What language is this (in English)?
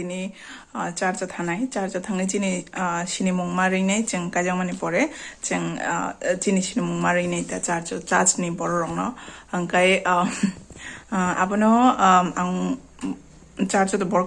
Kok Borok